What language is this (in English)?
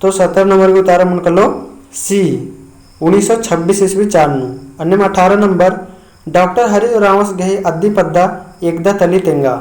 Kurukh